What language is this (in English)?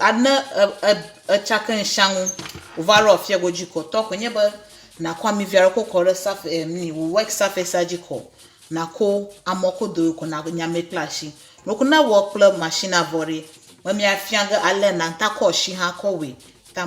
Ewe